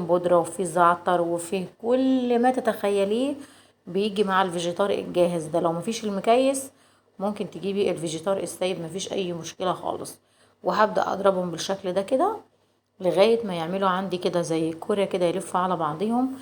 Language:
Egyptian Arabic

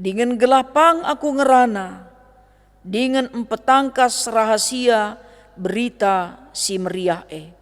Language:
Batak Karo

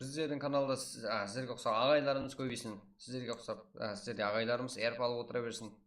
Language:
Kara-Kalpak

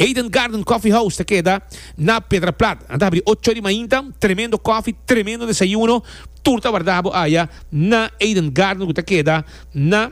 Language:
Papiamento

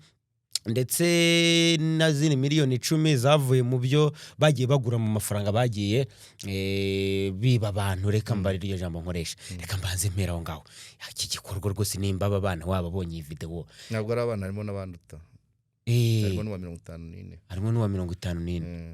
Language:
Kinyarwanda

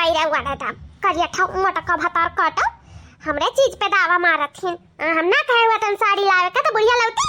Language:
Awadhi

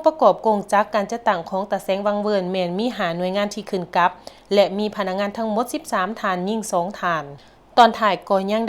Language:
Lao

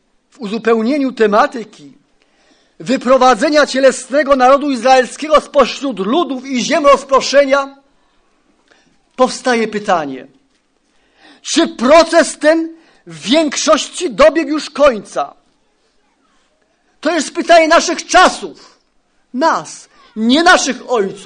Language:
Polish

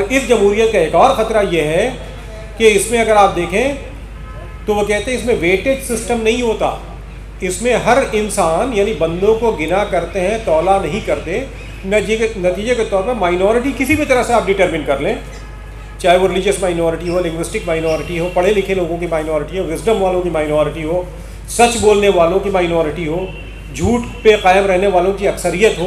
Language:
Urdu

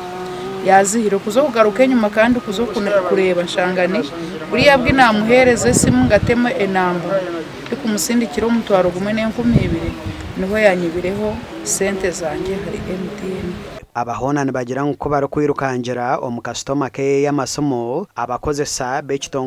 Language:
Nyankole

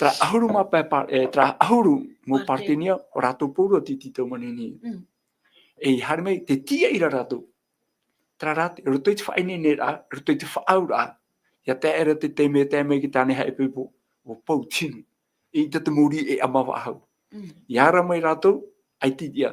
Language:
Tahitian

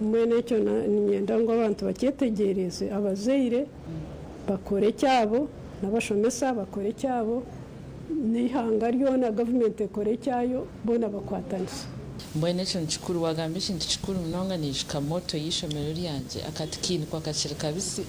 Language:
Nyankole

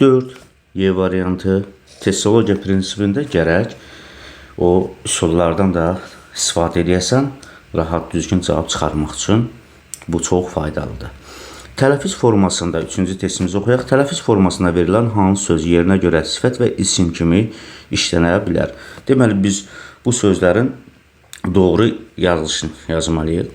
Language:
Azerbaijani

